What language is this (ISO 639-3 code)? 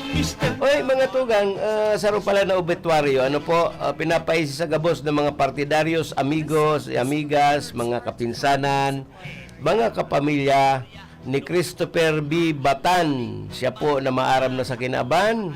bik